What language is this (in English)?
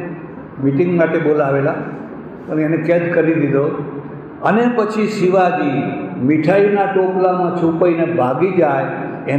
Gujarati